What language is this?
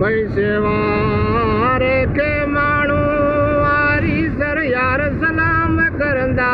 Sindhi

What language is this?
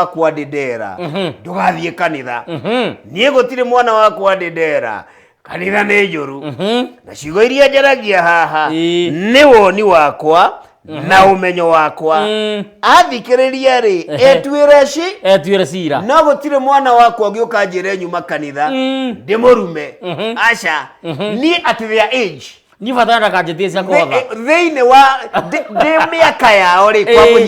Kikuyu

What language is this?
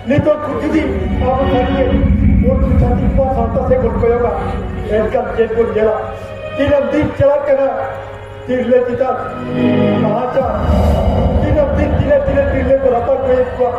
Santali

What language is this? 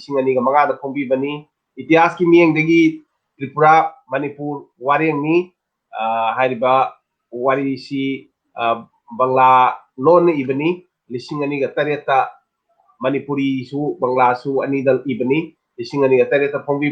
Manipuri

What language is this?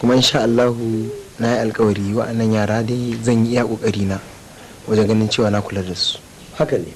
Hausa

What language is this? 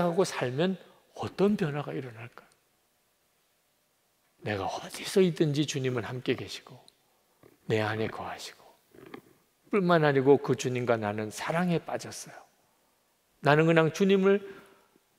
Korean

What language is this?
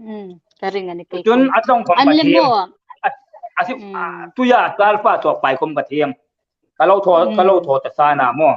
Hmar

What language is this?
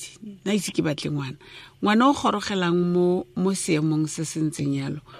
Tswana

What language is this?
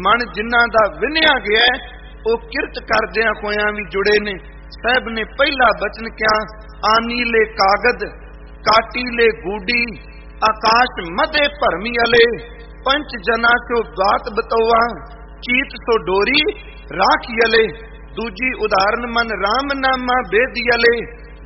Punjabi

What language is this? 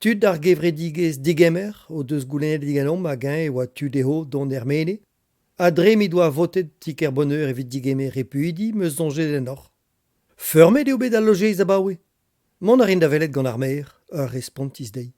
Breton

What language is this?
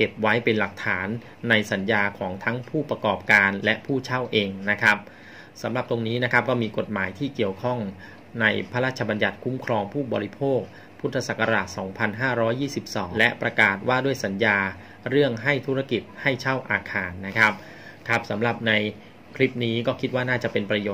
Thai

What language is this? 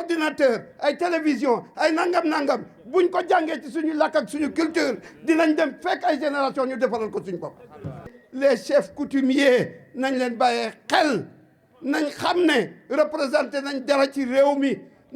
Wolof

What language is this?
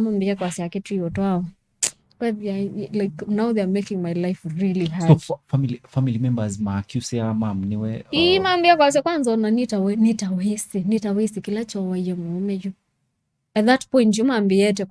Kamba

